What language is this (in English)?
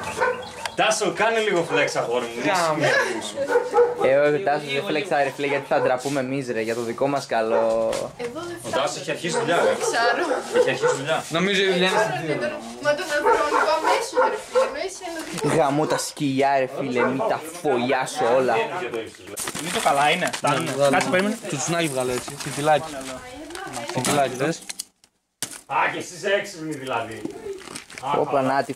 Greek